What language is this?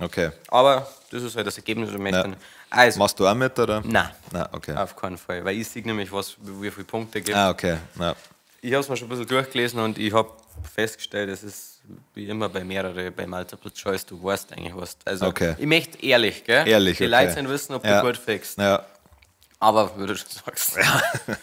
Bavarian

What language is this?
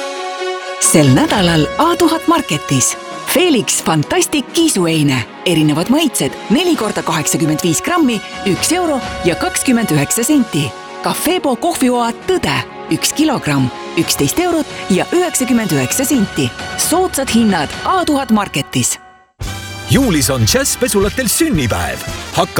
Estonian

